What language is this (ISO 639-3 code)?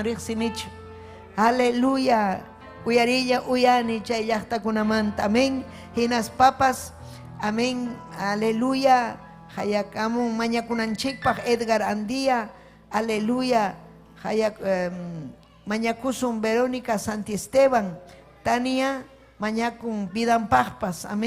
quy